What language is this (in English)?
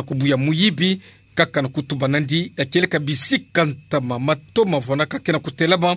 Kituba (Democratic Republic of Congo)